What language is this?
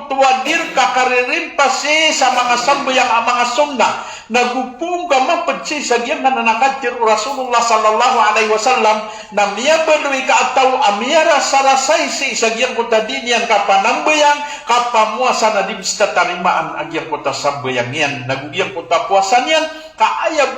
Maranao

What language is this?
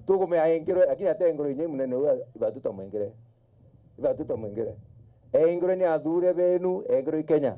Meru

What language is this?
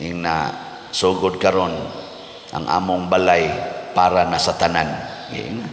Cebuano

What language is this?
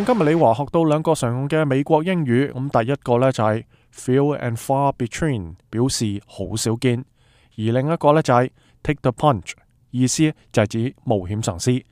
Cantonese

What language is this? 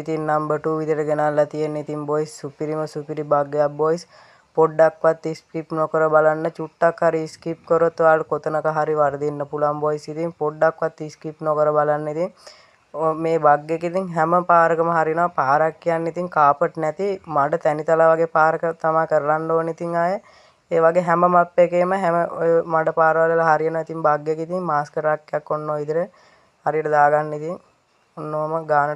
Sinhala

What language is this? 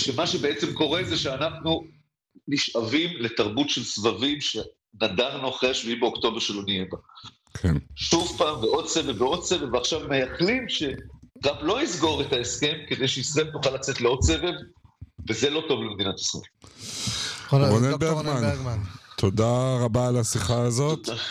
Hebrew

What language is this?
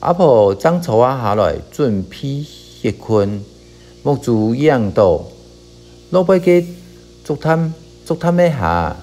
Hakka Chinese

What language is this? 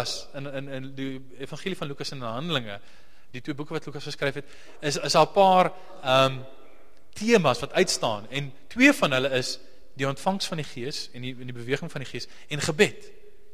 Afrikaans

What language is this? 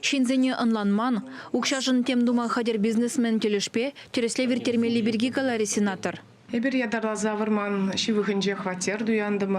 Chuvash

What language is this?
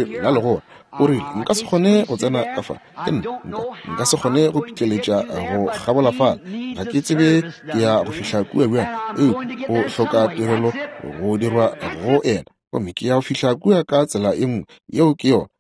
Northern Sotho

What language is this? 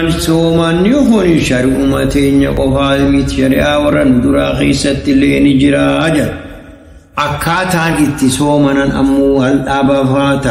Oromo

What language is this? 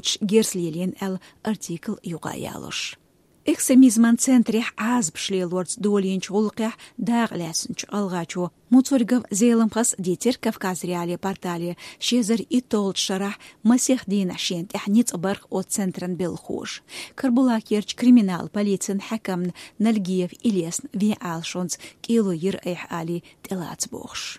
Chechen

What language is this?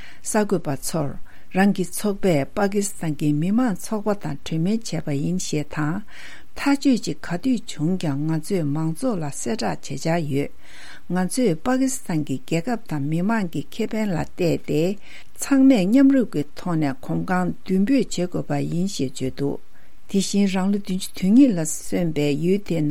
Tibetan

